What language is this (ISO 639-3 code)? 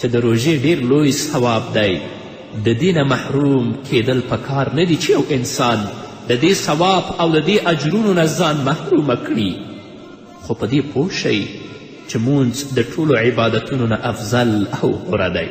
pus